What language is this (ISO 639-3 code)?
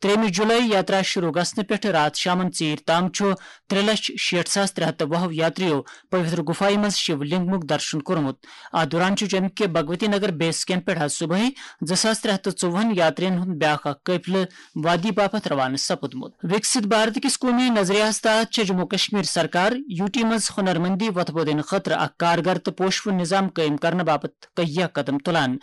kas